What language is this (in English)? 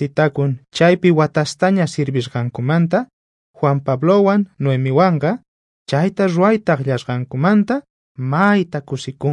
South Bolivian Quechua